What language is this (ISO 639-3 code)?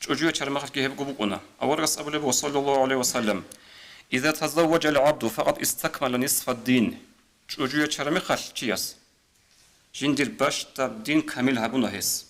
ava